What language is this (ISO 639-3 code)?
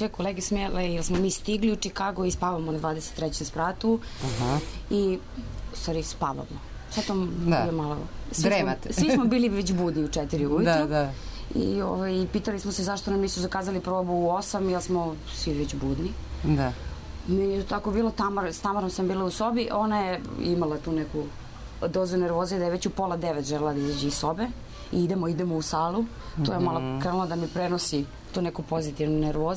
srp